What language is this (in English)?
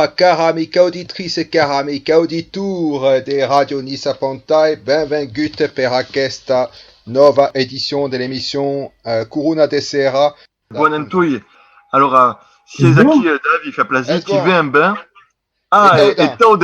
Occitan